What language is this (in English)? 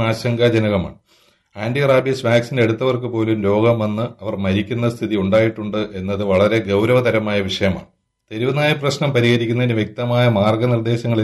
Malayalam